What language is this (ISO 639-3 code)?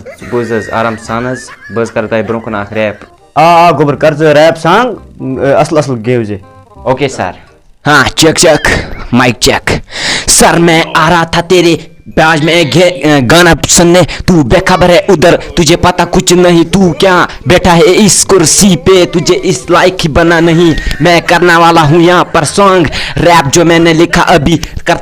kas